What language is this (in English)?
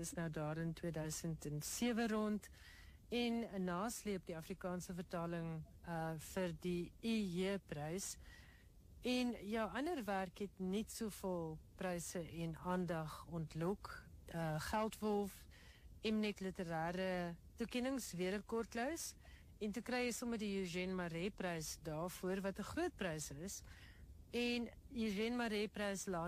Afrikaans